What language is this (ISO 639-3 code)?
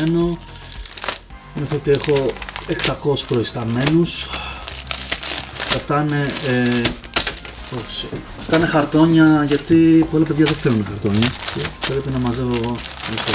ell